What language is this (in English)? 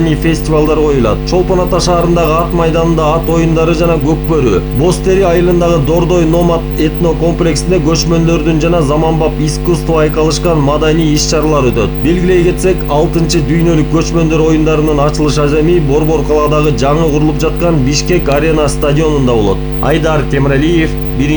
Kyrgyz